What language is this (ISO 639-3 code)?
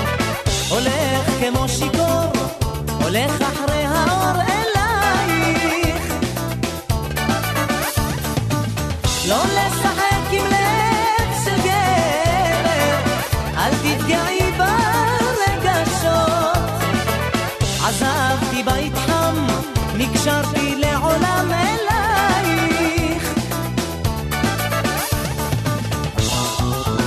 heb